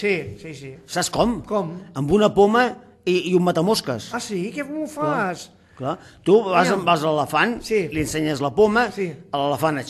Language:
Catalan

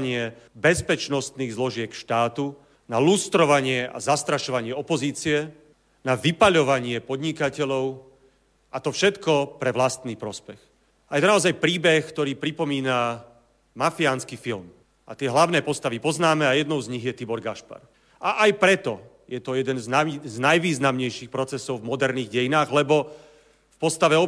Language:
Slovak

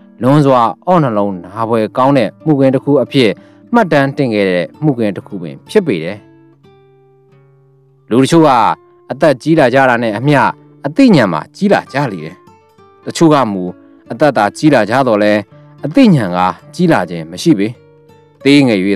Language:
Burmese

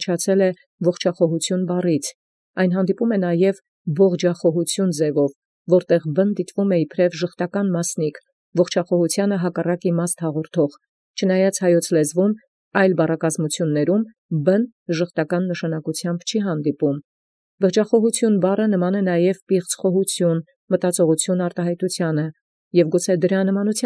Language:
Armenian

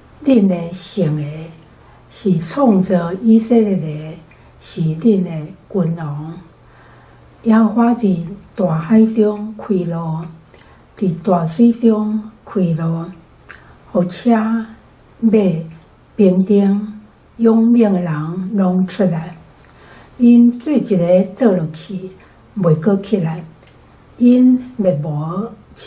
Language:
Min Nan Chinese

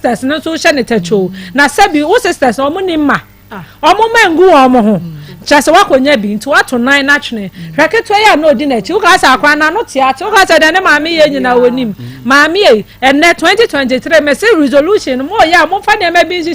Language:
Akan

